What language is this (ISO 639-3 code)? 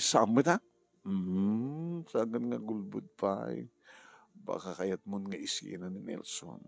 ilo